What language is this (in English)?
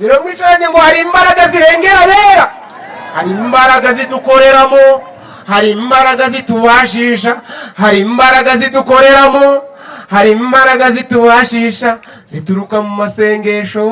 Kinyarwanda